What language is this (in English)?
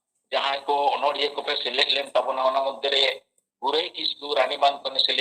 Santali